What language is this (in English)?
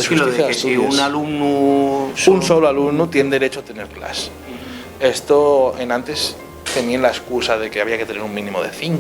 Asturian